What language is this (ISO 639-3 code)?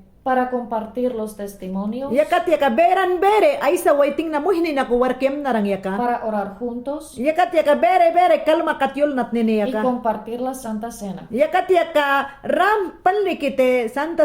yan